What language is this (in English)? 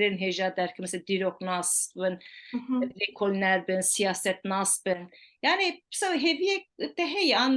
Kurdish